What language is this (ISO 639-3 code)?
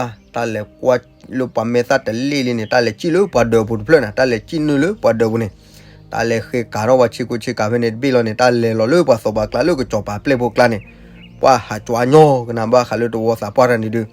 ksw